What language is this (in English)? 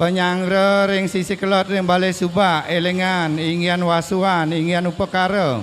Balinese